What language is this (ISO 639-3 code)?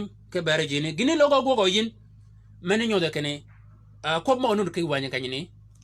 shk